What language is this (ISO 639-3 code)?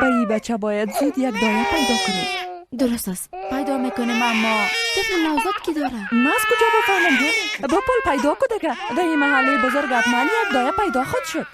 fas